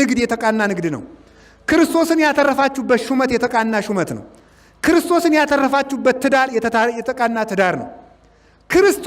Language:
Amharic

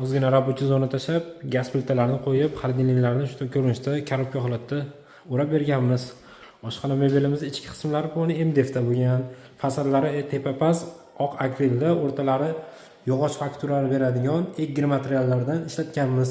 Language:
Uzbek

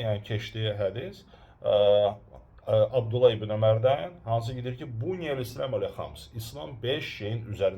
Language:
Azerbaijani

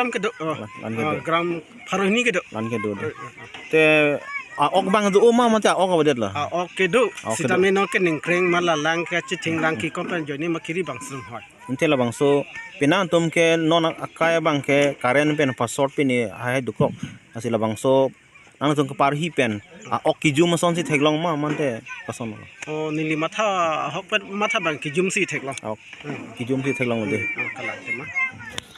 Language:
Karbi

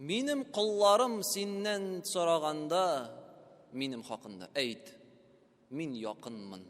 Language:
Tatar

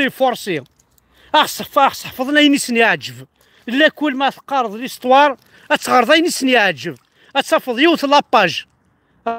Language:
Kabyle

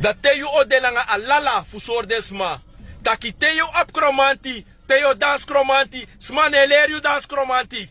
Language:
Sranan Tongo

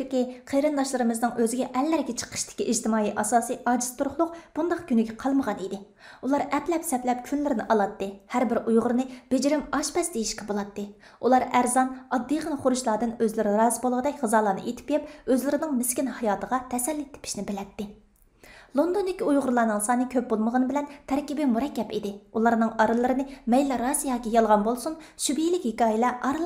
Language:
Uyghur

